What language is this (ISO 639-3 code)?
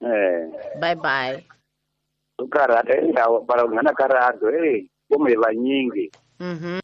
tso